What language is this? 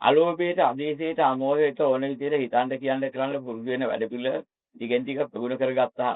Sinhala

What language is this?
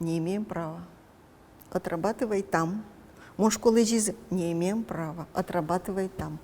Udmurt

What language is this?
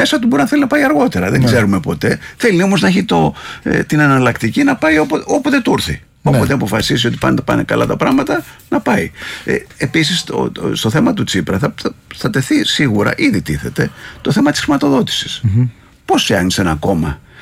Greek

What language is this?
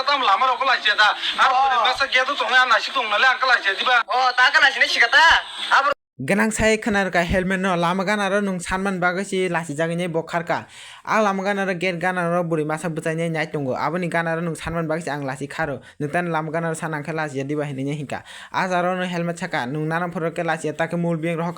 Kok Borok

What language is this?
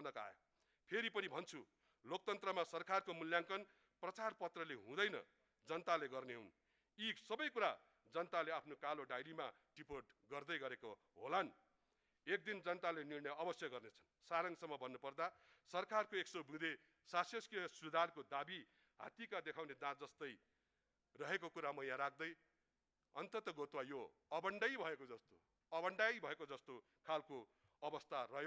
Nepali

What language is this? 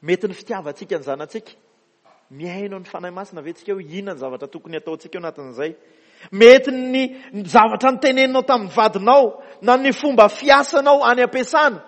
Malagasy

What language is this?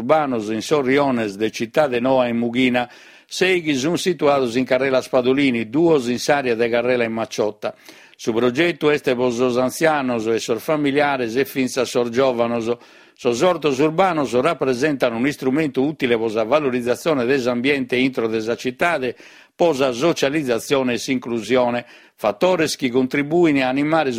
Sardinian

